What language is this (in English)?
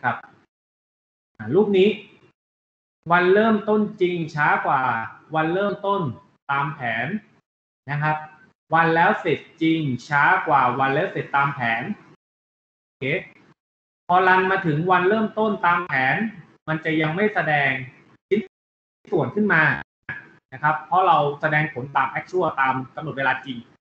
Thai